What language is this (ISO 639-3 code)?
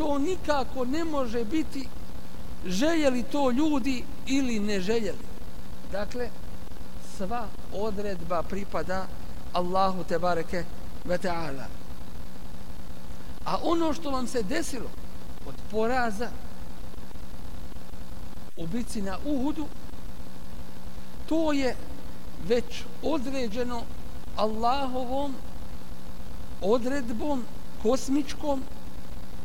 bos